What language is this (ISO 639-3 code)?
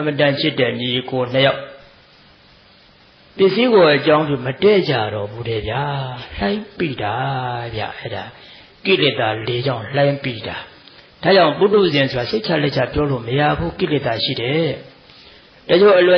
mya